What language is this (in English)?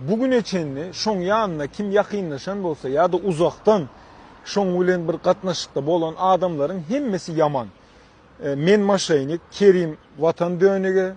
Turkmen